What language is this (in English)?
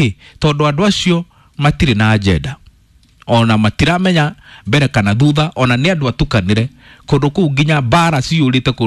Kikuyu